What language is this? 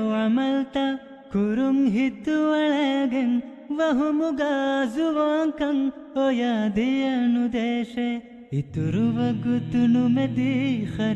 Divehi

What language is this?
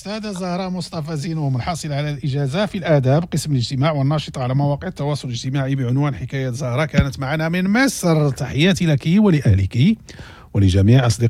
Moroccan Arabic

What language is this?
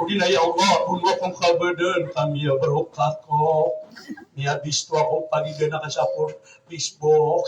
Maranao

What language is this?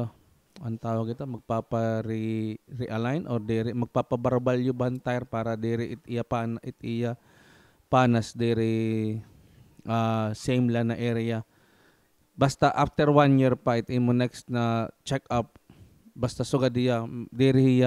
Waray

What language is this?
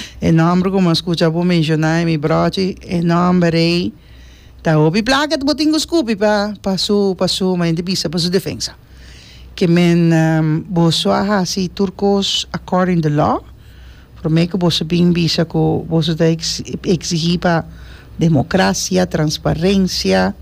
Papiamento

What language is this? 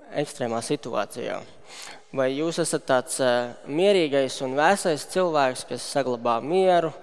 Latvian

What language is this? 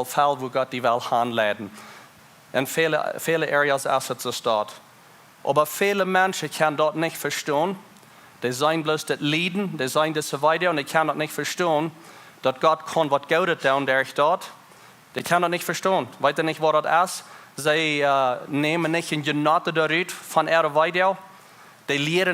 Plautdietsch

